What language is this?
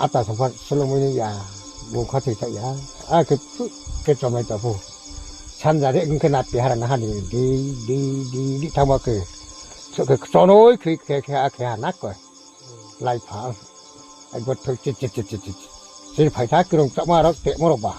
Riang (India)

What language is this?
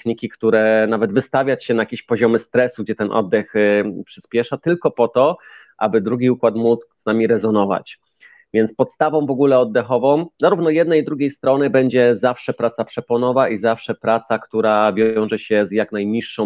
Polish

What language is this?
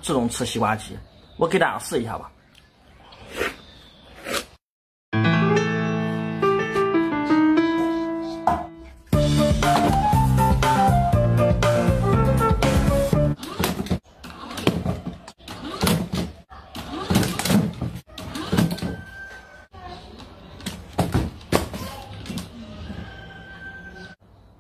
Chinese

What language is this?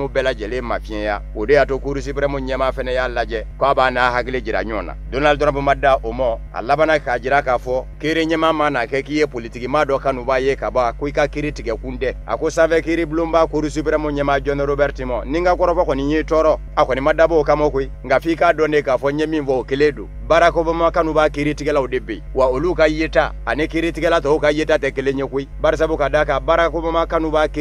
Bambara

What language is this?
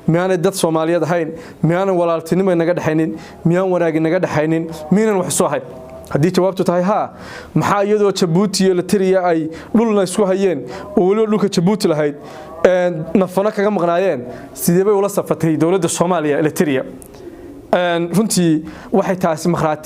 Somali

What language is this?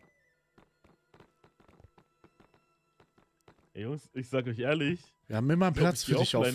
German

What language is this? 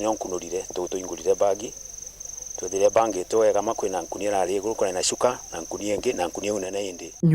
Meru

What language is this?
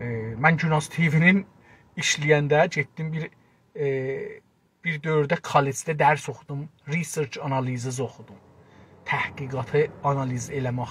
South Azerbaijani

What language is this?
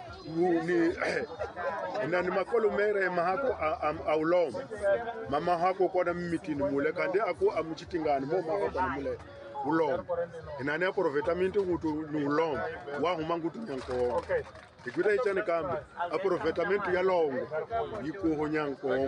Tsonga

